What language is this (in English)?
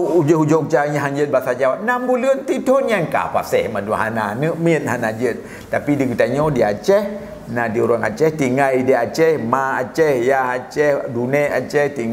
Achinese